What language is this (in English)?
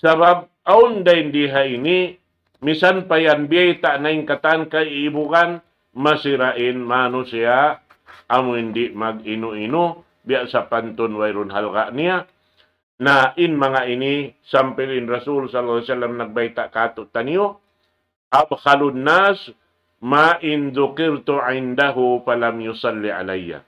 Tausug